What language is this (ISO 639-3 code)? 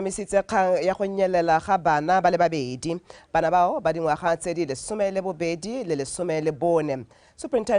tsn